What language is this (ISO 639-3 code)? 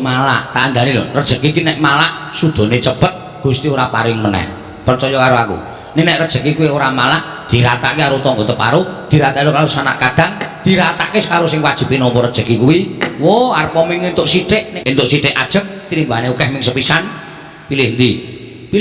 jav